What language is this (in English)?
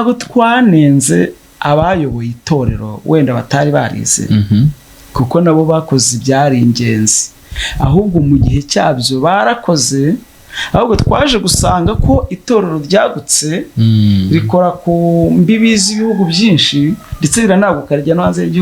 Kinyarwanda